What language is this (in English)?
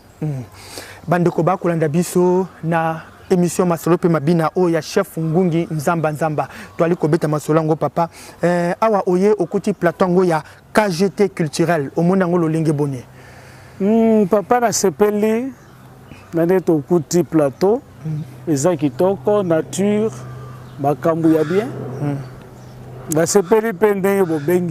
Lingala